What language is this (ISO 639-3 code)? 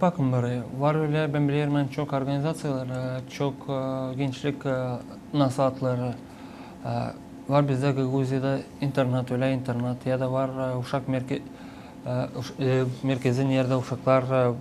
gag